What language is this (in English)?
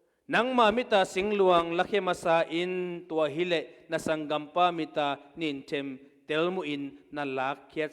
Tedim Chin